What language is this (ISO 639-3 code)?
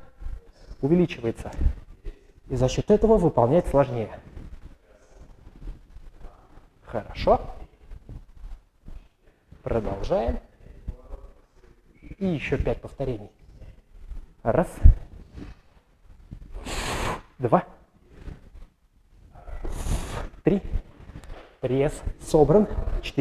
rus